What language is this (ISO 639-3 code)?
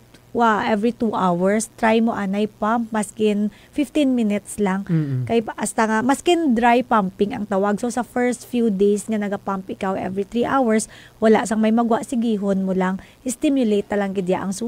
hil